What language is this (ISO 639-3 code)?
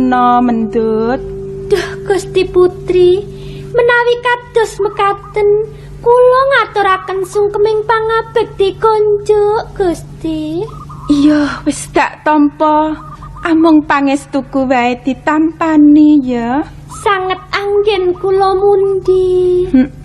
jav